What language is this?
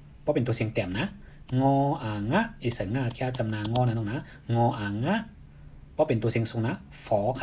Shan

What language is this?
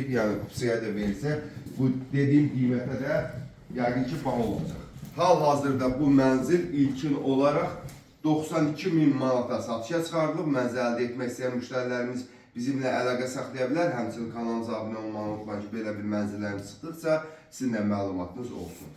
Azerbaijani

